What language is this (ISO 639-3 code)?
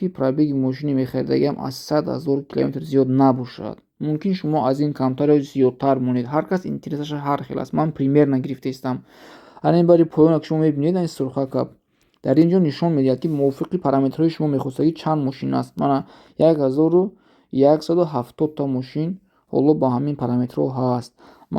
tgk